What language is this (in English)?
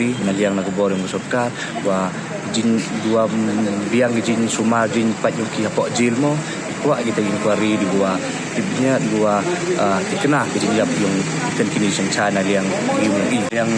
Pnar